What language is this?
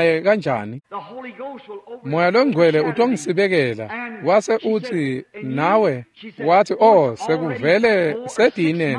Swati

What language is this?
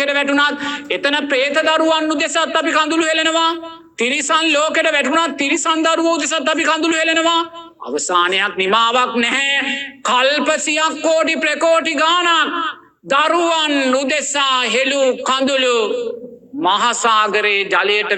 Sinhala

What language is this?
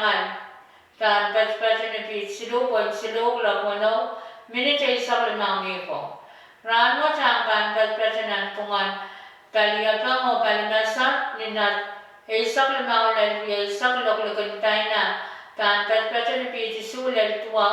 Pohnpeian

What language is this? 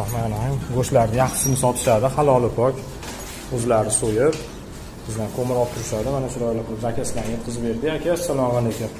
Uzbek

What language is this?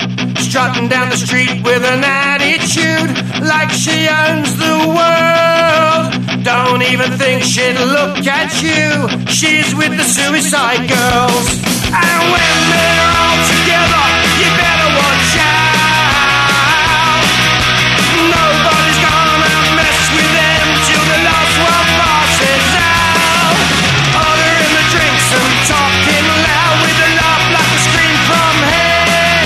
English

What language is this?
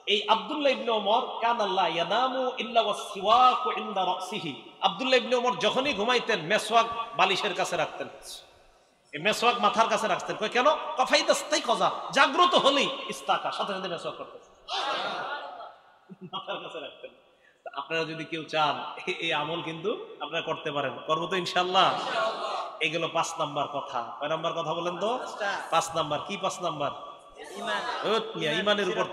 Bangla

